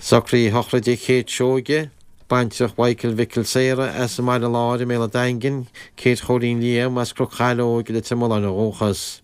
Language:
Irish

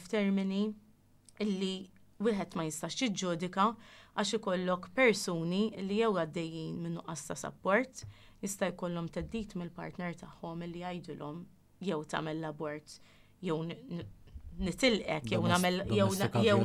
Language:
Maltese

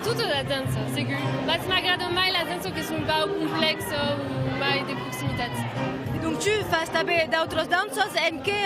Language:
Occitan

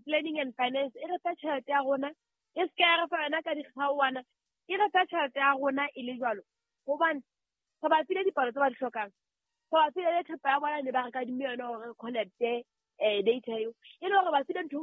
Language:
Southern Sotho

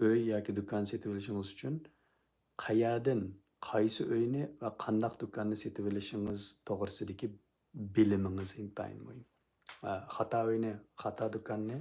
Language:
Uyghur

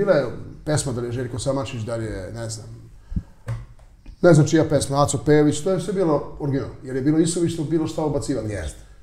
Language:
Serbian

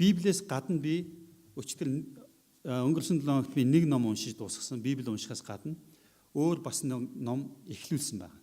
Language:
Mongolian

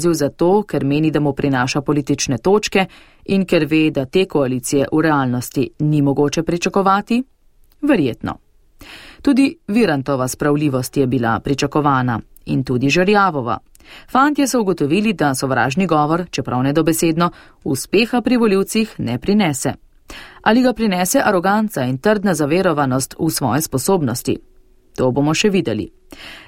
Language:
Slovenian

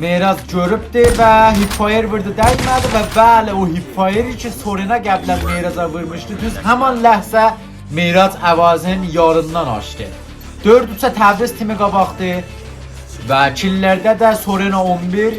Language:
South Azerbaijani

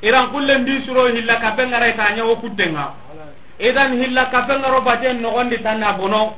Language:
Soninke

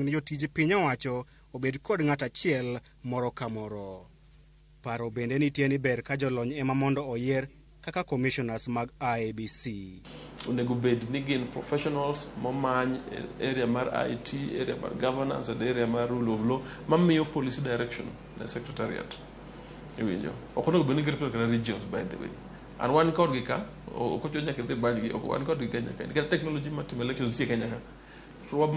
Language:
Luo (Kenya and Tanzania)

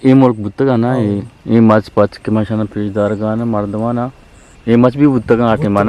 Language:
Eastern Balochi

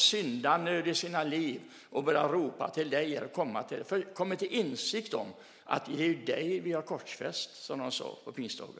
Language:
Swedish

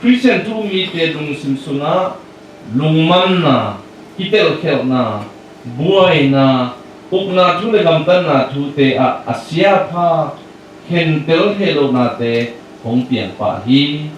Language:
Tedim Chin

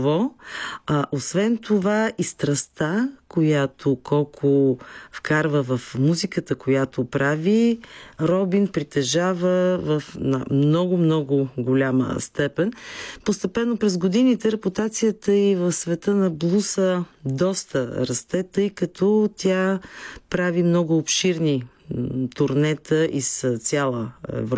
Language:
Bulgarian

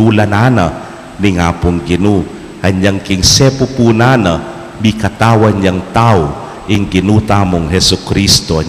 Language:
Pampanga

